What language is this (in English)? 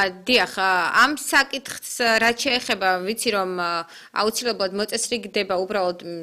Georgian